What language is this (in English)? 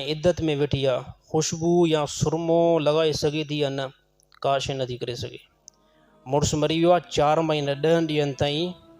Sindhi